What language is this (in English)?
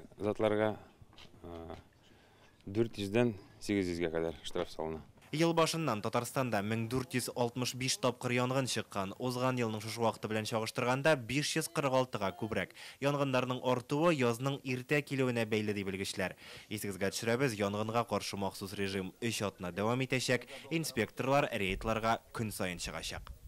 Tatar